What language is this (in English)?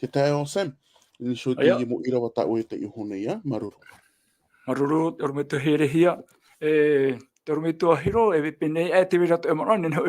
Tahitian